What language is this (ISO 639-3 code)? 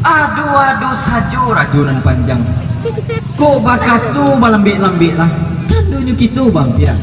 min